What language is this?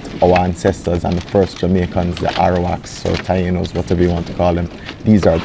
Jamaican Creole English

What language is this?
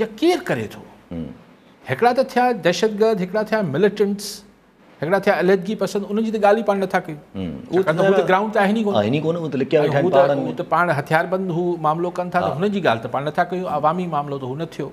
Sindhi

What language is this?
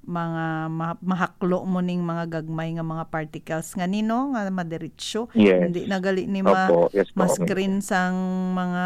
Hiligaynon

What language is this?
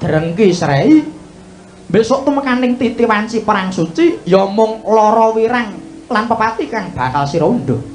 Javanese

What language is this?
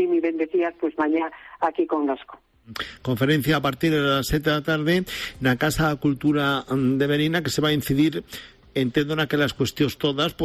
Galician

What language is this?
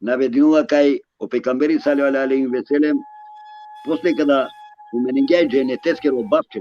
Balkan Romani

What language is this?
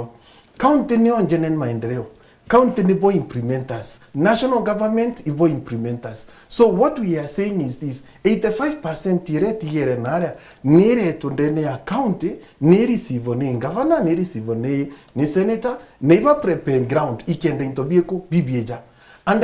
Meru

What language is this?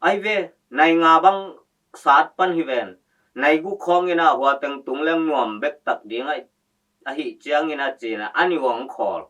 Tedim Chin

